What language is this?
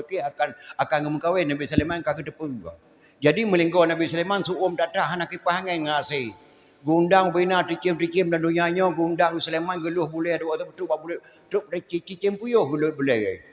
Achinese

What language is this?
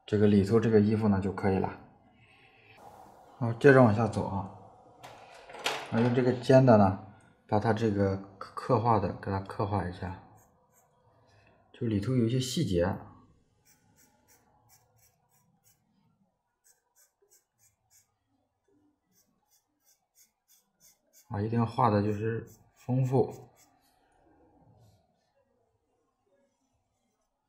Chinese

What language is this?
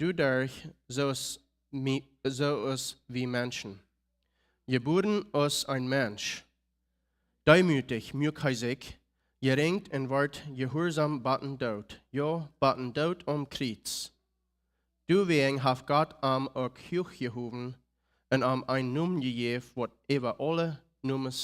Plautdietsch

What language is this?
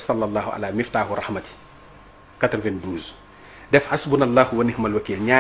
Wolof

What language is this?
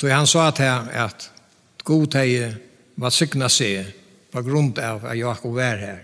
Faroese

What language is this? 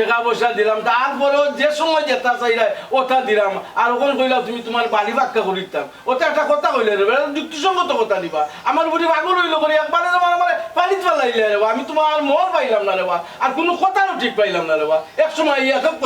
Sylheti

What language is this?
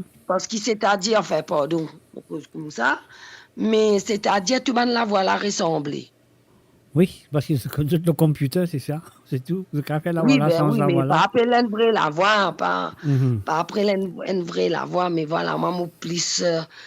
Morisyen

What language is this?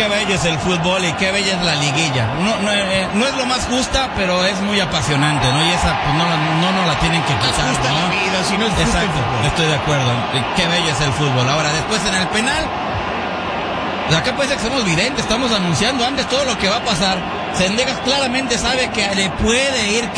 Spanish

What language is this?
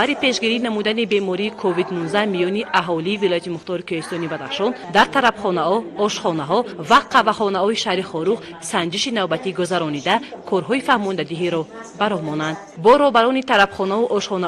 Tajik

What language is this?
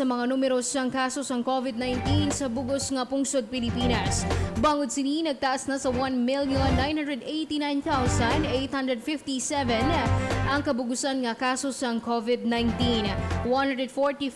Hiligaynon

